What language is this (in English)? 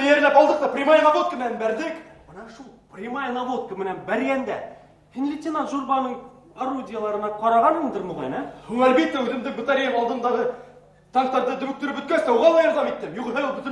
Bashkir